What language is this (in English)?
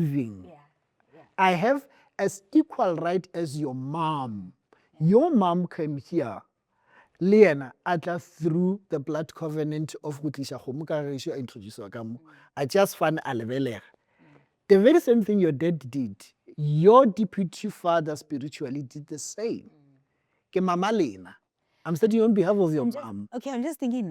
Northern Sotho